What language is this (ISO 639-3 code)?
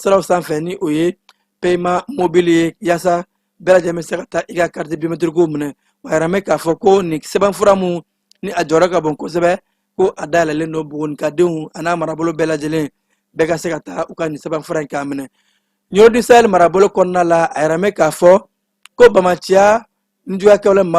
bam